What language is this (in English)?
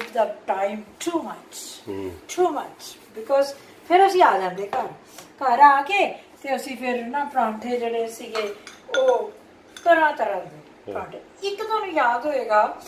Punjabi